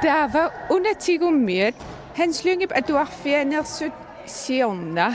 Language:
Kalaallisut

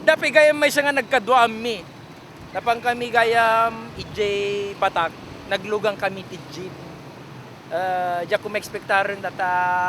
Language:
Iloko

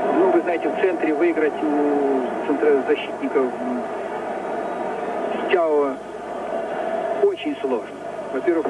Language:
Russian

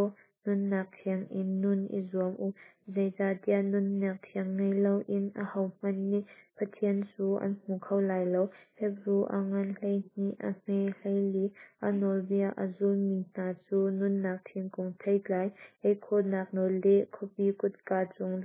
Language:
Hakha Chin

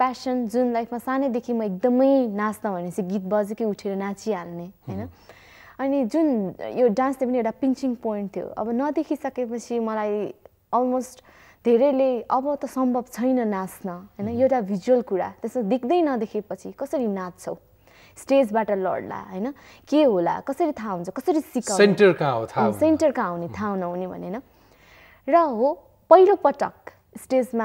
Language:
Nepali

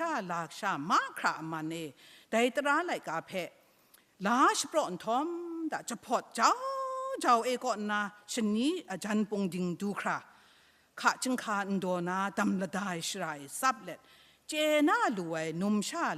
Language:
Kachin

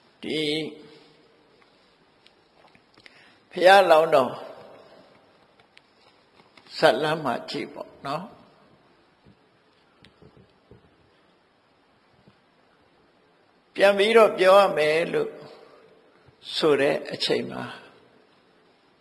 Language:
Burmese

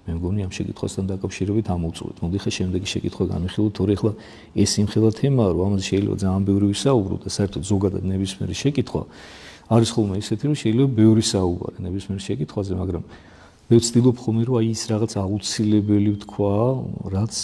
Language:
Georgian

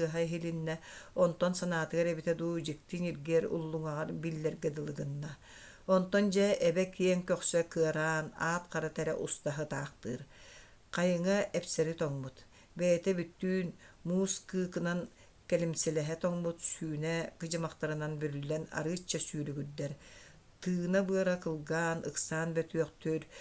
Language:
Yakut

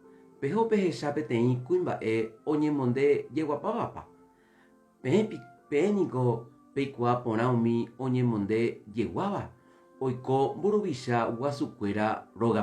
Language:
Guarani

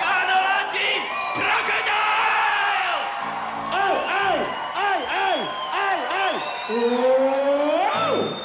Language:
Welsh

